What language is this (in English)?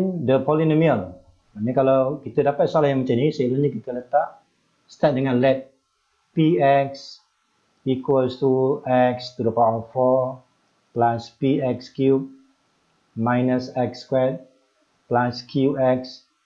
Malay